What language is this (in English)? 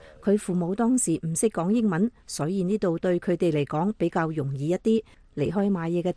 Cantonese